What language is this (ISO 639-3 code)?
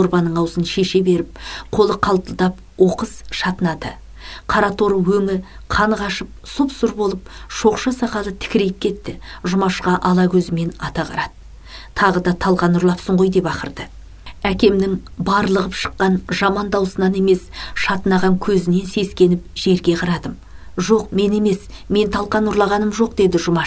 kaz